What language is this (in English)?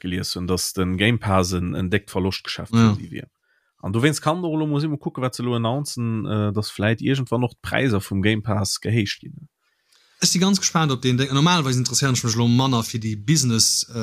Luxembourgish